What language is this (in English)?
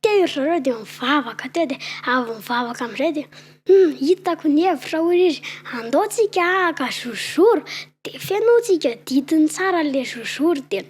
Malagasy